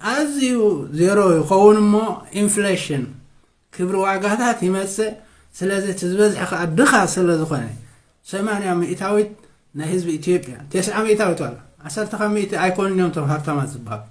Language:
Tigrinya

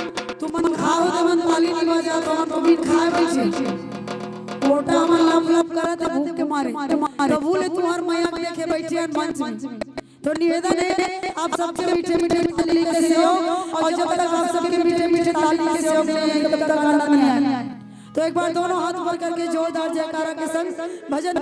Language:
Chhattisgarhi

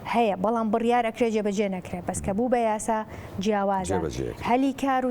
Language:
Central Kurdish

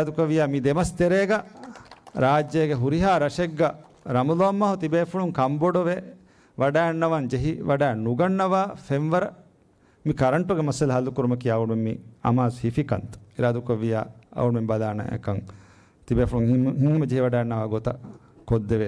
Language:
Divehi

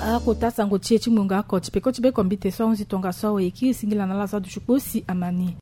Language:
Sango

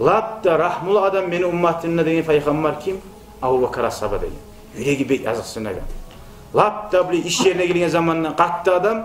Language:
Kumyk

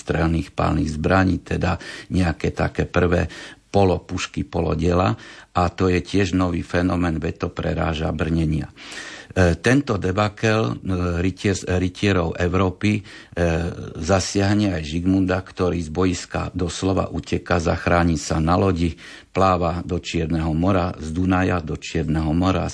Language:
Slovak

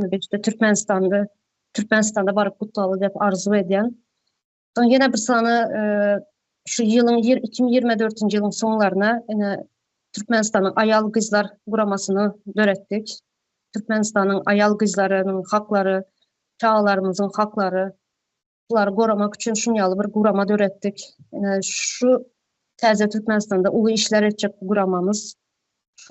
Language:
Turkmen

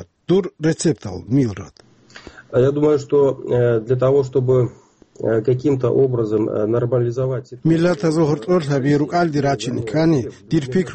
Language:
Avaric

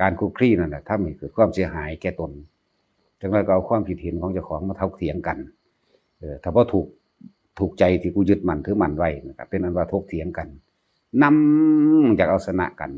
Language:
Northeastern Thai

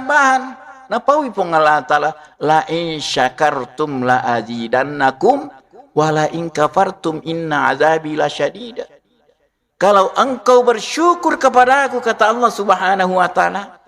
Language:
Buginese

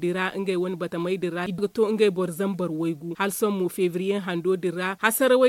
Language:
Zarma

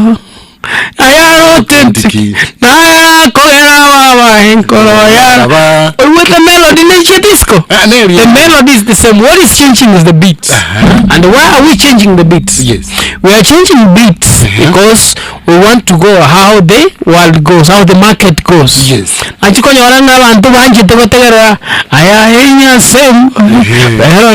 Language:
Gusii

